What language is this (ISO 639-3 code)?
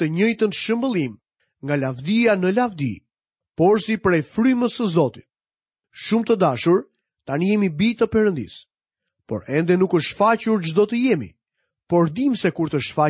sqi